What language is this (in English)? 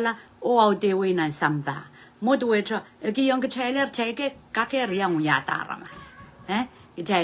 Pohnpeian